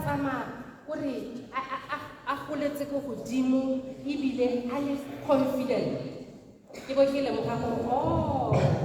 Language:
Tswana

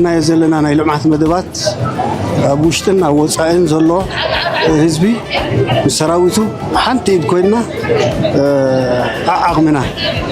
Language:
Tigrinya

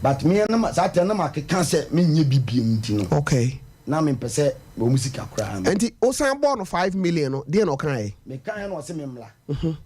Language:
Akan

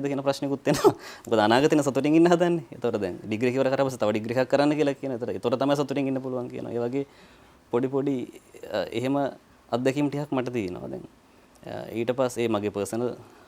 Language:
Sinhala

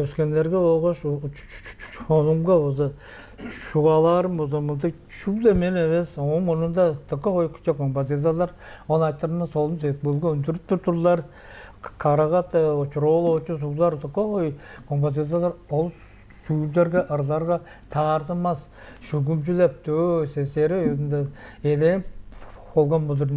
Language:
Tuvinian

